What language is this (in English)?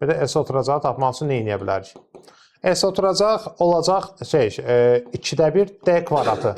Azerbaijani